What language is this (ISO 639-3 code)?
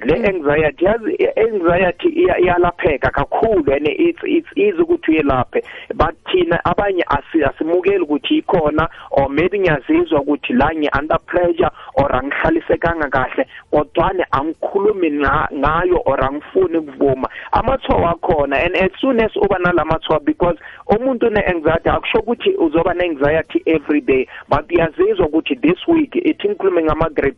nbl